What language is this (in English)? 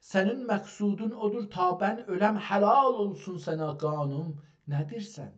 South Azerbaijani